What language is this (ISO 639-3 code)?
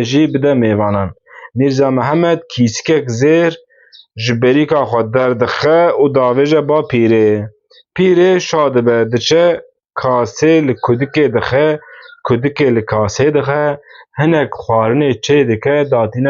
kur